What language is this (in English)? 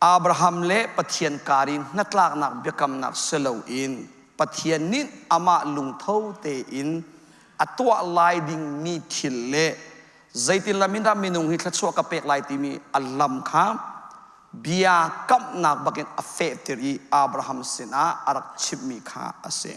Hakha Chin